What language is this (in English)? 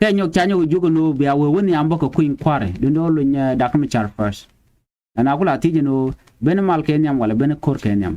Nuer